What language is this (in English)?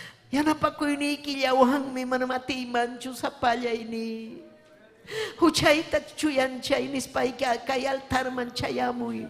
Ayacucho Quechua